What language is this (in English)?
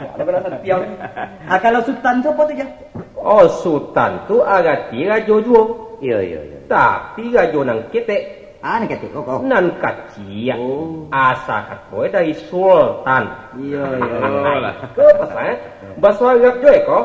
Minangkabau